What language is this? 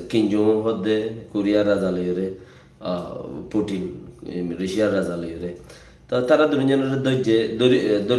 Rohingya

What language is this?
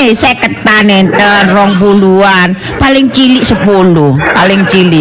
Javanese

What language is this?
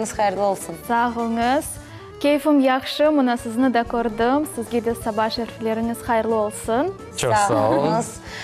Crimean Tatar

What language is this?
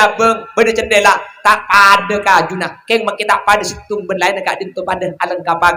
Madurese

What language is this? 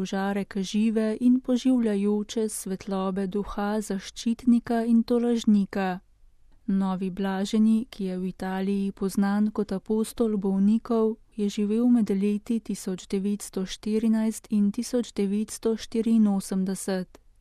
Slovenian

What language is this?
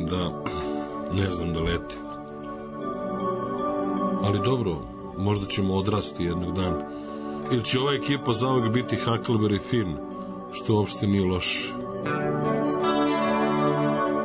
Serbian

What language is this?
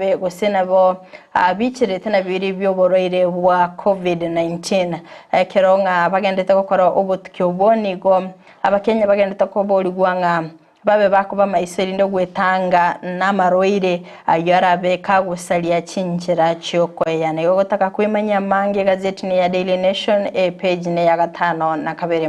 Gusii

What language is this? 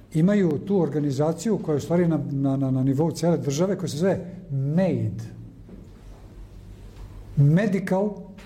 Serbian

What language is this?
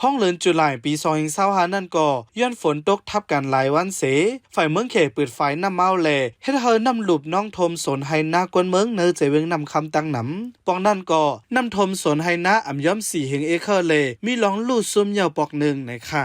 Shan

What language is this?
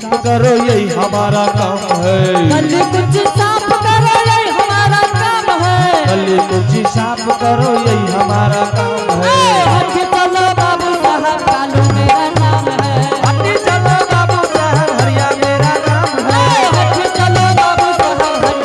Angika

